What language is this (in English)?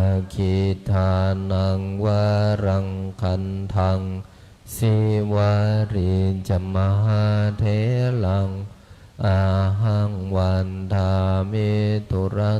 Pali